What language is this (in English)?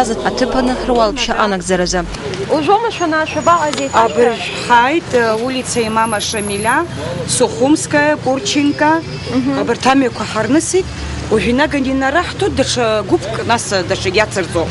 Abkhazian